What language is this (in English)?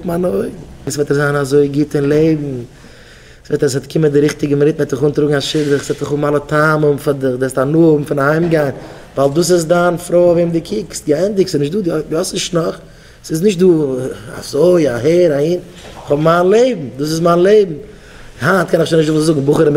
Yiddish